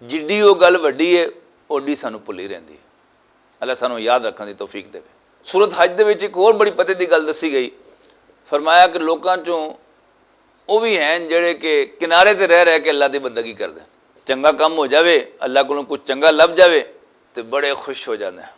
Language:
Western Panjabi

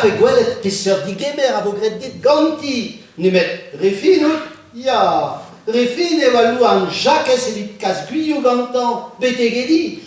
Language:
Breton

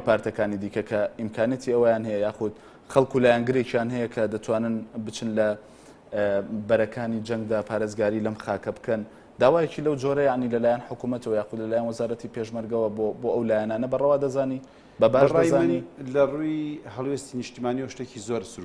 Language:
Central Kurdish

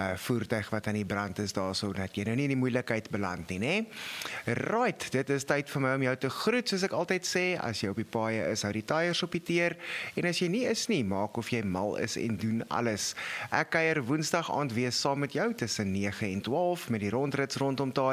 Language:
Afrikaans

